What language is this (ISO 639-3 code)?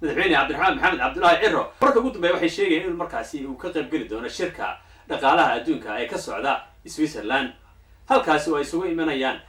som